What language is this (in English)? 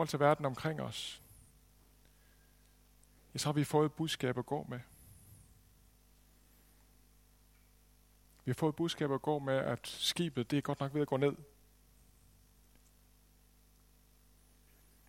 Danish